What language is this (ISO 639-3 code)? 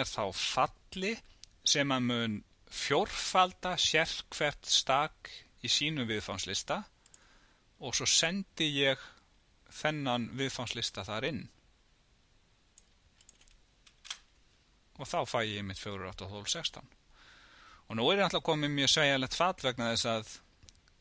isl